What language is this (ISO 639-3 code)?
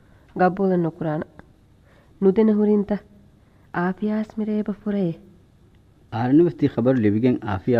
div